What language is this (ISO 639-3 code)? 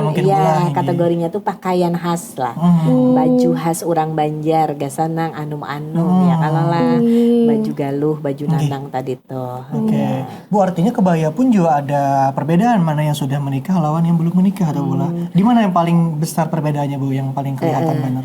bjn